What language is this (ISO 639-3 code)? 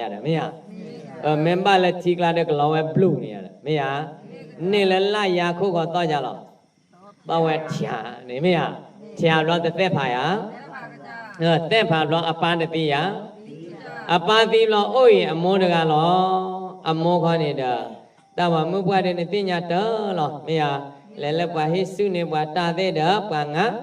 ksw